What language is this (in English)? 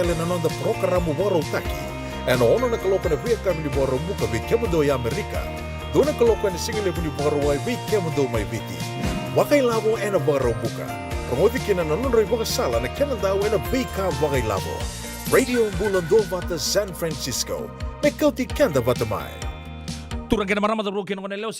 Fijian